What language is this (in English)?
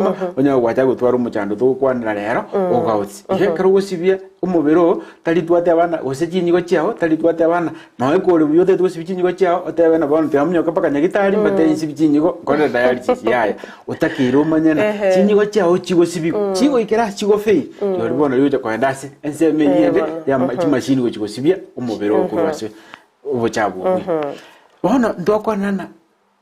Gusii